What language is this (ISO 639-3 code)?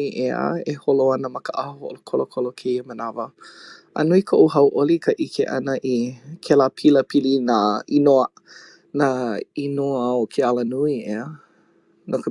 haw